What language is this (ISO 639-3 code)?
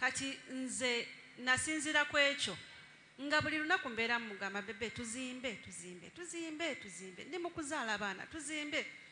lug